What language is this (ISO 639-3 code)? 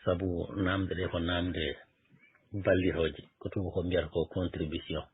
ful